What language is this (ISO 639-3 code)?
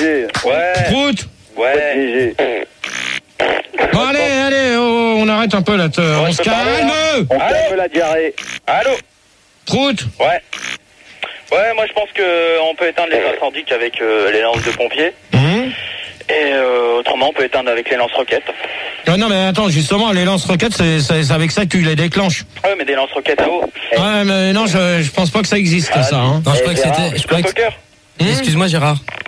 fra